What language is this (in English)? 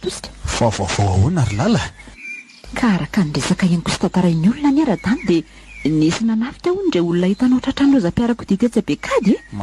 Malagasy